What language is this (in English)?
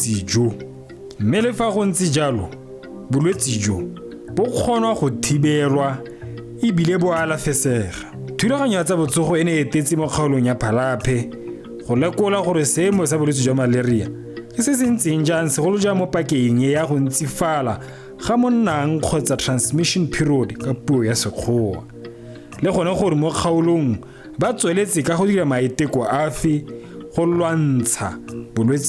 Tswana